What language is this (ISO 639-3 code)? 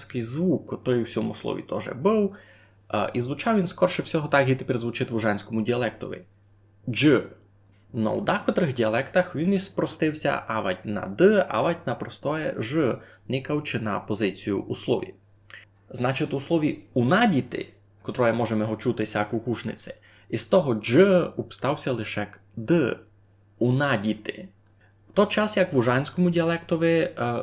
rue